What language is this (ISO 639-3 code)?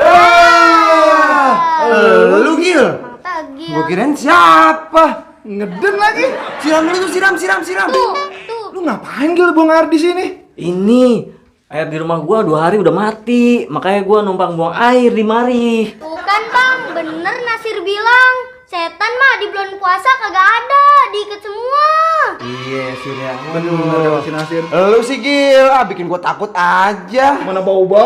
bew